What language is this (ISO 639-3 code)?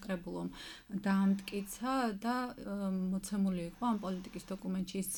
kat